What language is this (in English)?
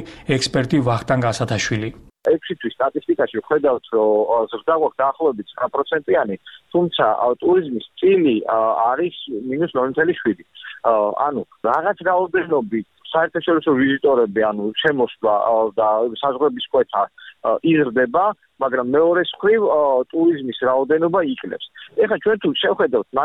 Georgian